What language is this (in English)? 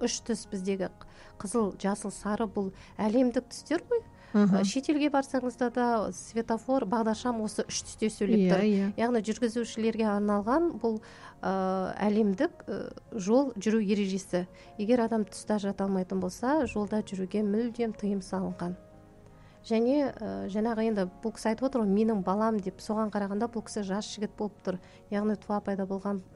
Kazakh